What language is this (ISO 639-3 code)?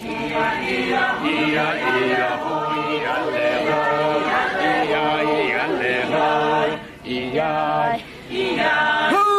pmx